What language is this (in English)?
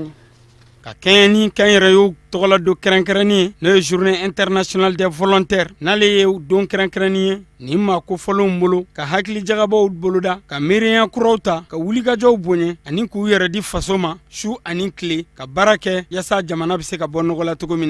Bambara